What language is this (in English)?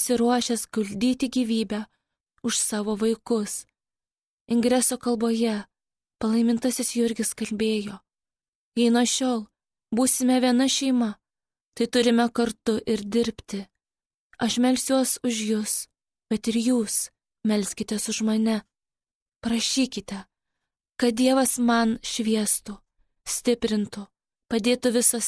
Lithuanian